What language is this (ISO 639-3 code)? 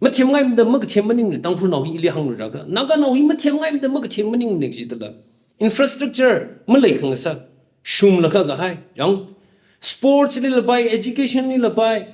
nmf